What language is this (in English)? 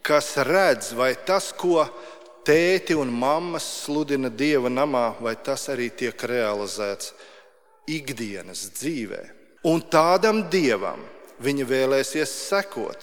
Latvian